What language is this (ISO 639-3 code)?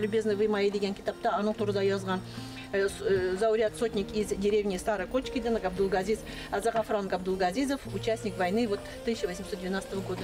bak